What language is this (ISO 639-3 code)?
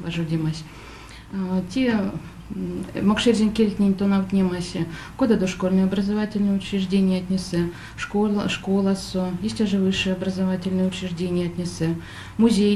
myv